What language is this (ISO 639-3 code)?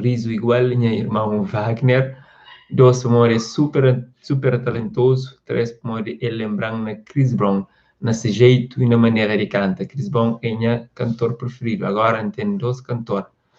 kea